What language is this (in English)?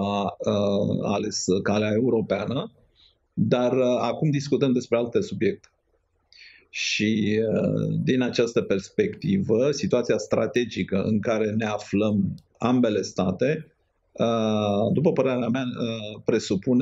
Romanian